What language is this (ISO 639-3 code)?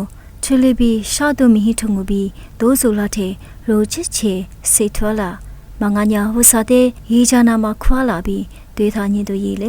lis